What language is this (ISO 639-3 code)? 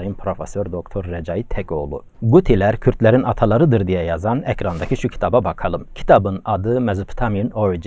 tur